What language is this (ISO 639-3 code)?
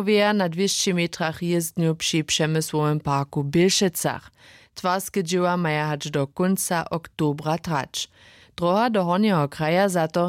hsb